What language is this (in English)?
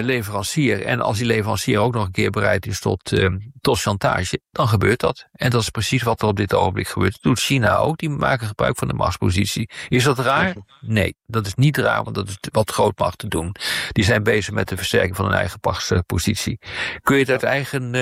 Dutch